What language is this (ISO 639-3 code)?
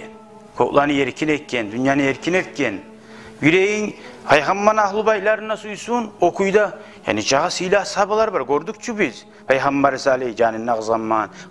kum